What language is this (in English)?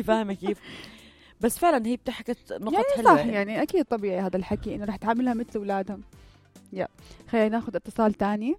North Levantine Arabic